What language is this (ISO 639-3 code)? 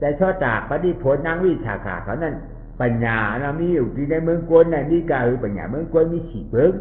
shn